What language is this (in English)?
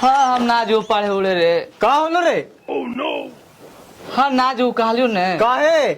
Magahi